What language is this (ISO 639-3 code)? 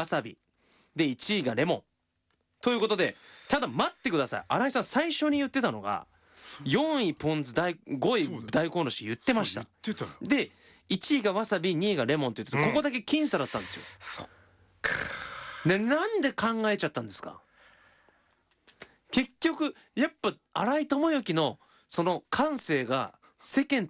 jpn